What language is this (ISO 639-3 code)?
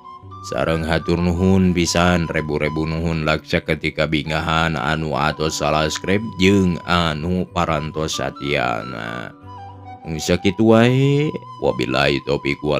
sun